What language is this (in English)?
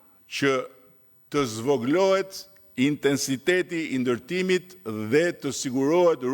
Albanian